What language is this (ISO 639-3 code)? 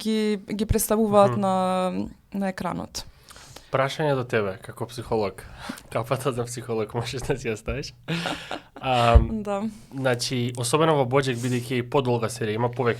mkd